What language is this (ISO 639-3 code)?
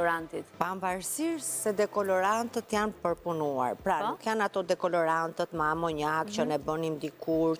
sqi